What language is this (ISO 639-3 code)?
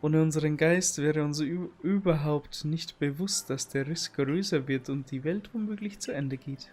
bar